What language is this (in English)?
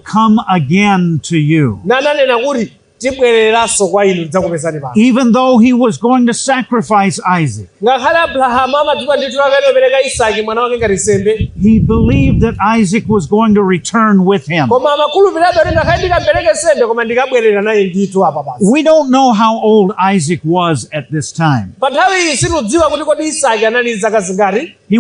Nyanja